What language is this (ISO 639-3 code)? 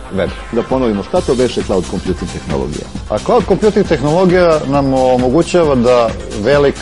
srp